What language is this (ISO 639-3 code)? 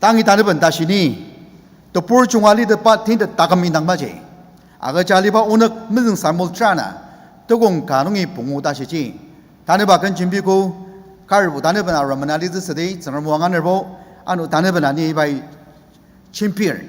njo